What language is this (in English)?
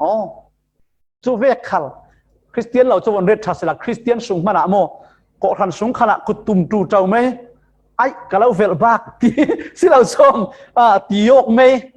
Falam Chin